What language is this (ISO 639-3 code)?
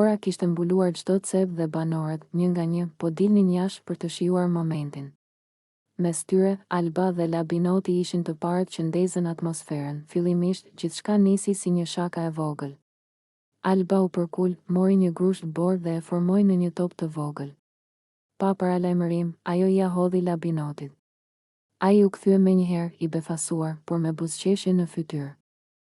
sqi